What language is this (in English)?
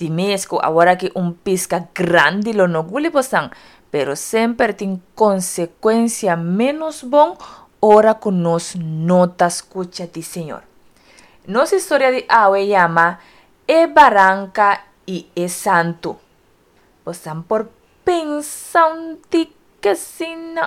Papiamento